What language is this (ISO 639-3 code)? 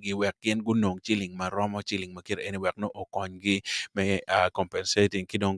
ach